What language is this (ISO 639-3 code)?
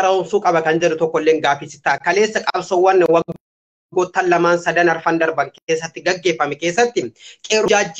orm